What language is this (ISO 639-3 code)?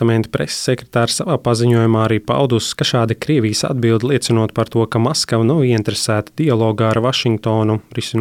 lav